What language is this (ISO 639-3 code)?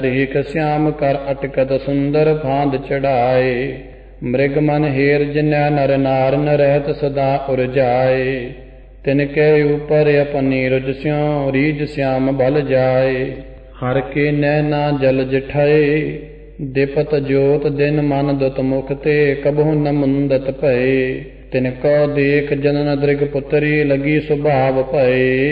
pan